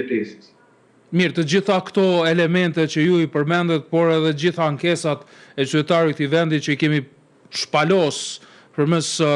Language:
Albanian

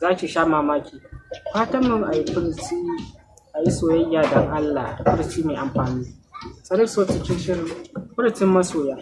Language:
Hausa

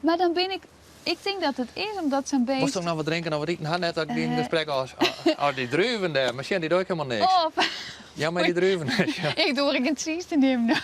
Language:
Western Frisian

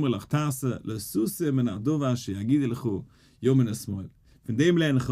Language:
Yiddish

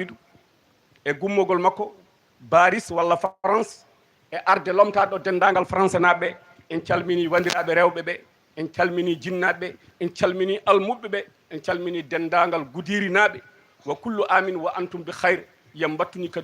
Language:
Fula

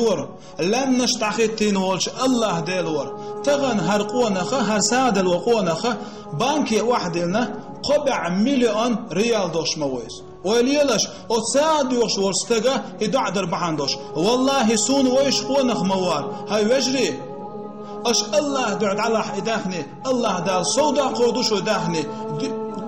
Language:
Chechen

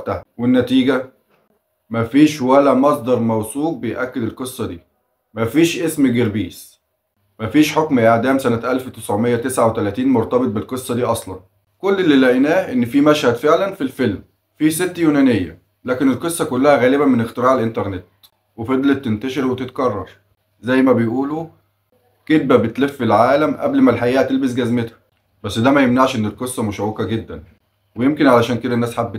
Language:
Egyptian Arabic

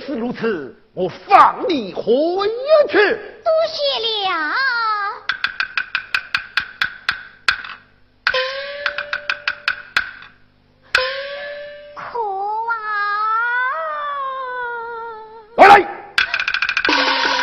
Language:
Chinese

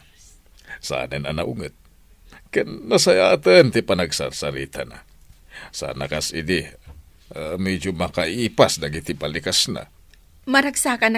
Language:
Iloko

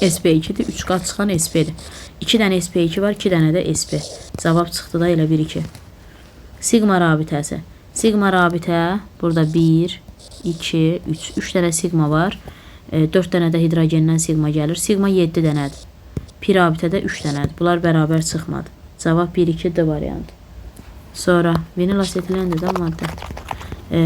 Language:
Azerbaijani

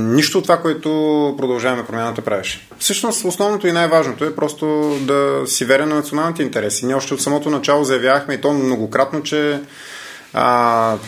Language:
Bulgarian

